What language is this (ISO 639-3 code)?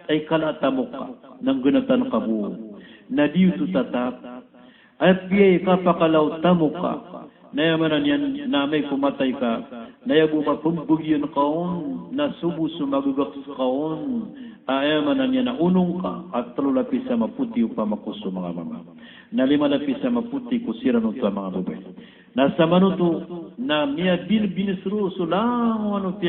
mrw